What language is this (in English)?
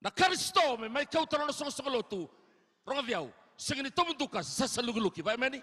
Fijian